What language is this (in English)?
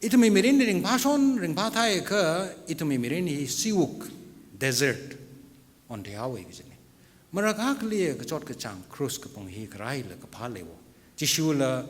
Tangkhul Naga (India)